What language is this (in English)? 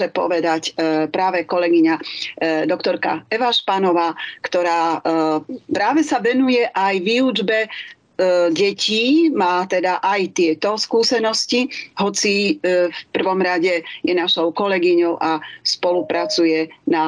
Slovak